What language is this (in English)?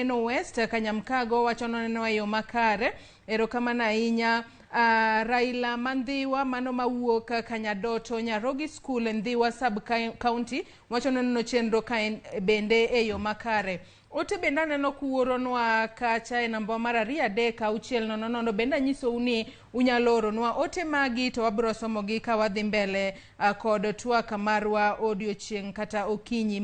Luo (Kenya and Tanzania)